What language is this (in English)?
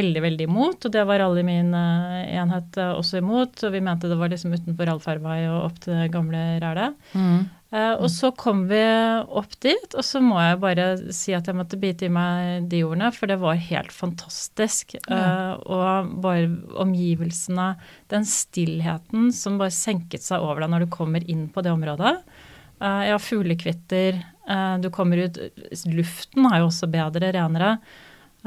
Norwegian